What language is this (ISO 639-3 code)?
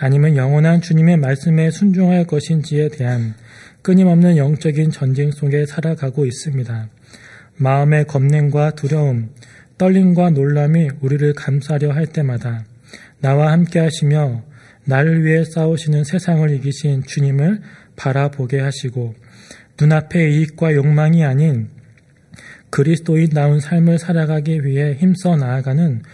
kor